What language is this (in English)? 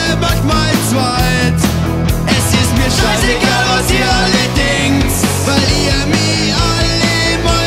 Bavarian